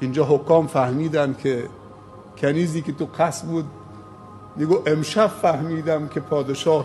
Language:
Persian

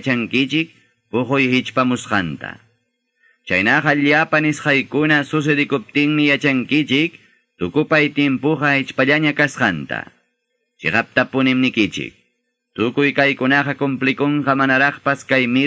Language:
Ayacucho Quechua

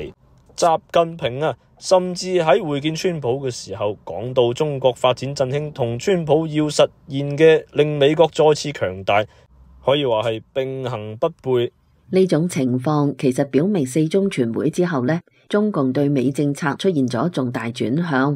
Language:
Cantonese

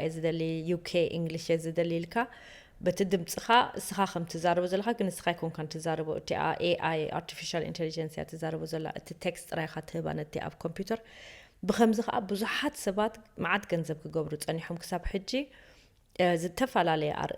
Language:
Tigrinya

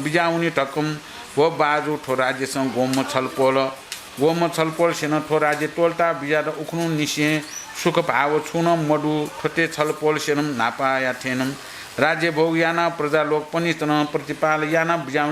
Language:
Newari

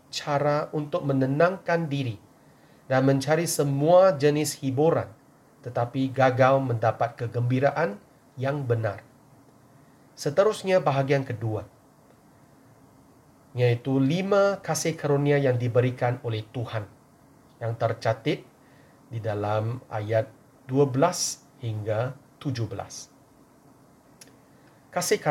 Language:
Malay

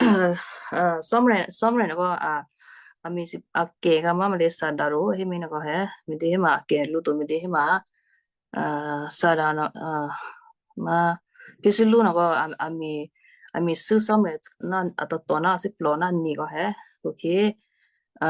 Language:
Western Kayah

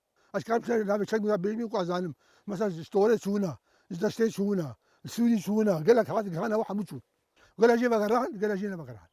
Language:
Kurdish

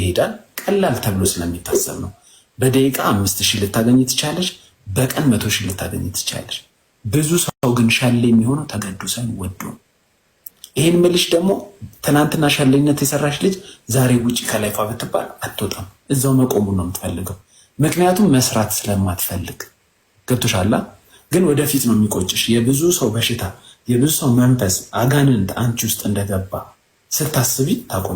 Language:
Amharic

